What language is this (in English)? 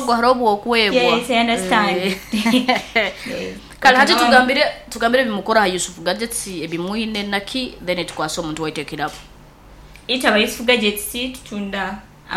Nyoro